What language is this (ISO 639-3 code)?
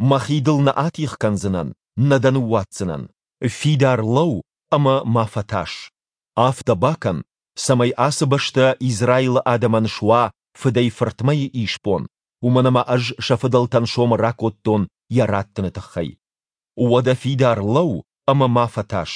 oss